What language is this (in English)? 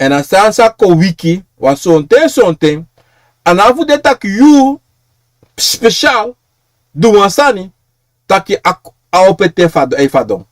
Sranan Tongo